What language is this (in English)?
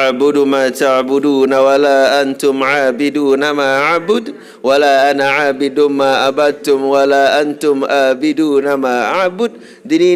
Sasak